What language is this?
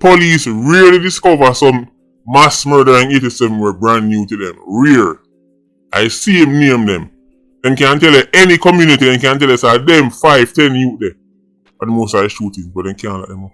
Jamaican Creole English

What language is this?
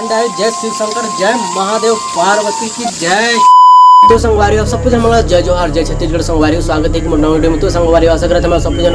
Chhattisgarhi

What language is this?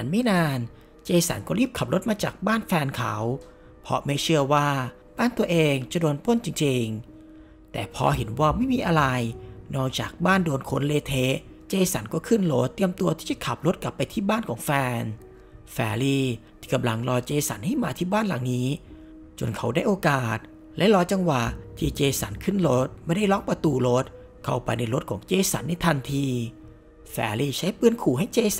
Thai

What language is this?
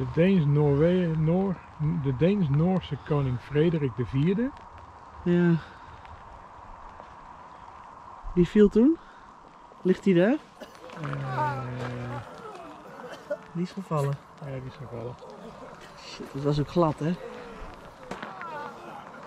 Dutch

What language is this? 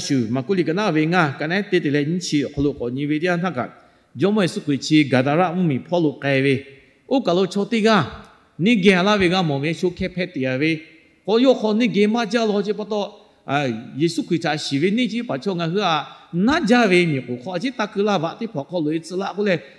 Lahu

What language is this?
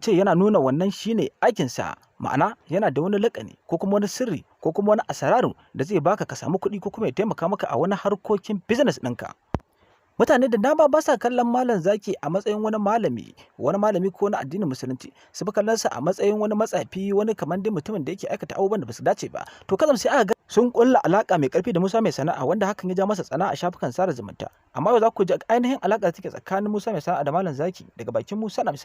Hausa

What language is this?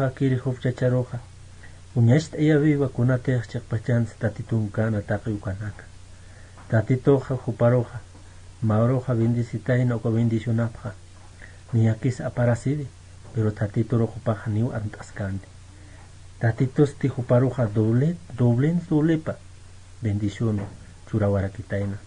Aymara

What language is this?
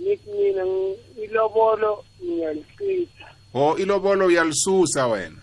South Ndebele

